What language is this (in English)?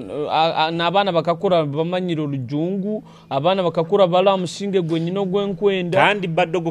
Nyoro